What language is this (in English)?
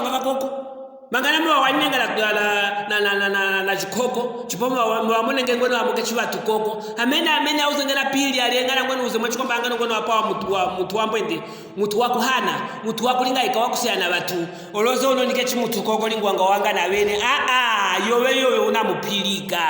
Luvale